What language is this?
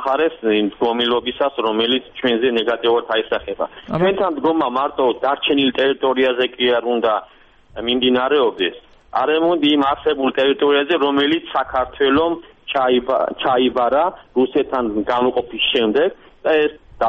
Georgian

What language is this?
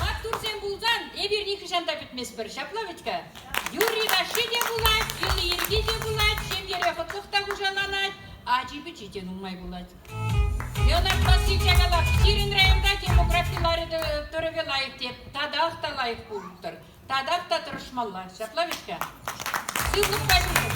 Chuvash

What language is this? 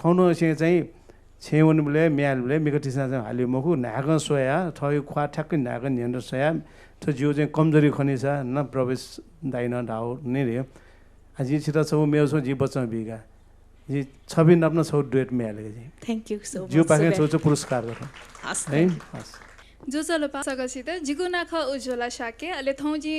Newari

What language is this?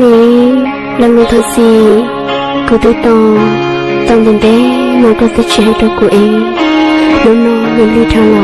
Hmong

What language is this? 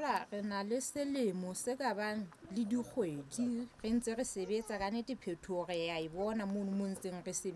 Southern Sotho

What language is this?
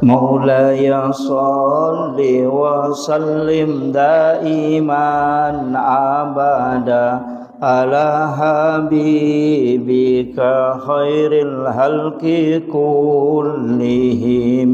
Buginese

